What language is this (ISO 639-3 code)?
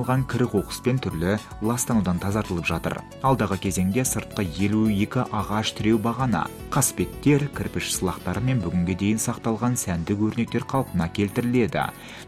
kaz